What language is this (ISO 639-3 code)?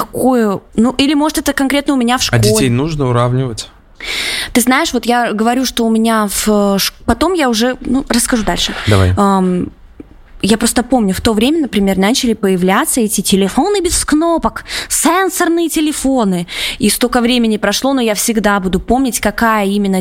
rus